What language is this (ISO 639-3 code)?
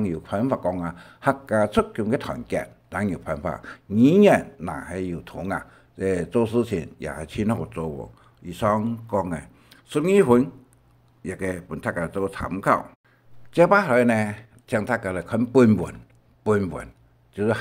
hak